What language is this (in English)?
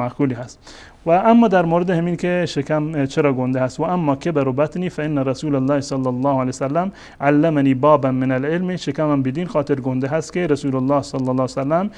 Persian